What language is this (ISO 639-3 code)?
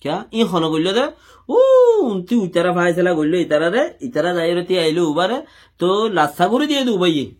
rhg